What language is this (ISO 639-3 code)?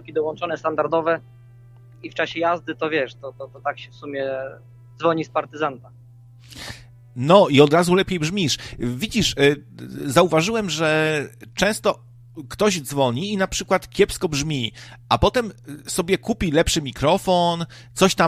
pol